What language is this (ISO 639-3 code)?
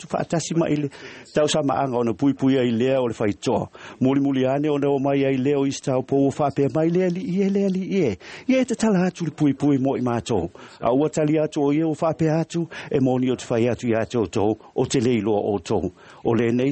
smo